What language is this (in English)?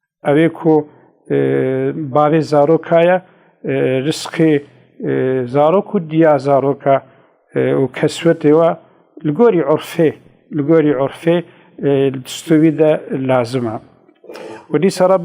Kurdish